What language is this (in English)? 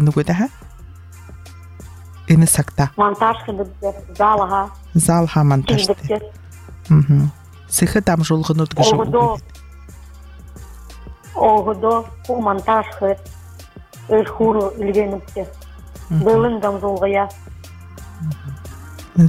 Buriat